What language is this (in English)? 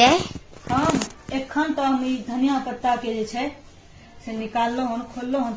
Maithili